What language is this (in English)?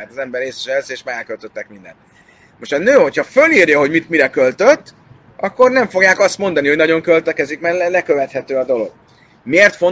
Hungarian